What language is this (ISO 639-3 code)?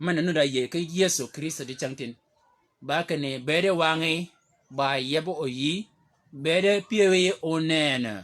shk